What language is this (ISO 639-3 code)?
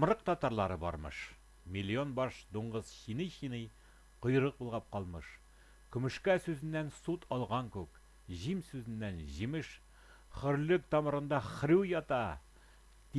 tat